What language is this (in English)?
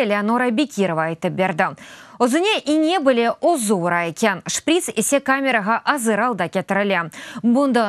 Crimean Tatar